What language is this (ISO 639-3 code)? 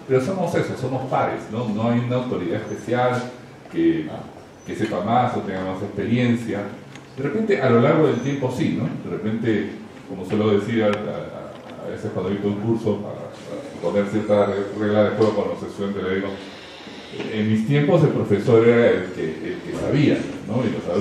spa